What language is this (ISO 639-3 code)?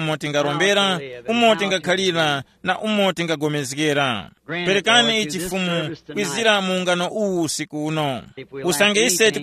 tum